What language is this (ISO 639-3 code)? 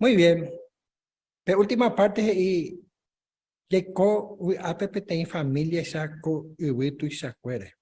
grn